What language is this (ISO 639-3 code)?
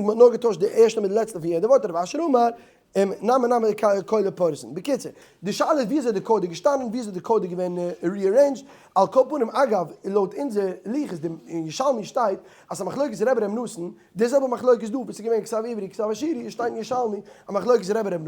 yid